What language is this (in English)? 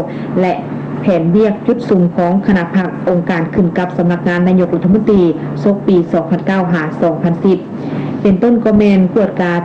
Lao